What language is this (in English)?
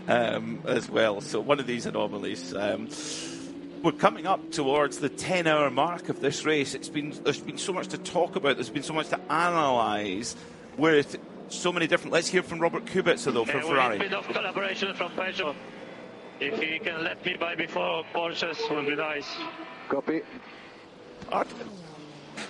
English